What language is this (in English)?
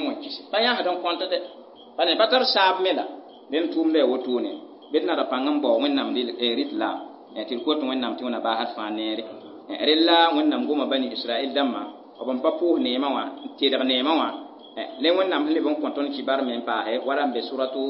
Mossi